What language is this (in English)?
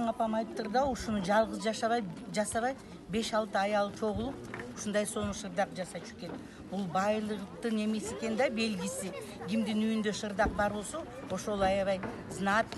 Kyrgyz